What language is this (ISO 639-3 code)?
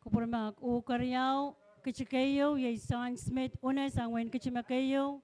pon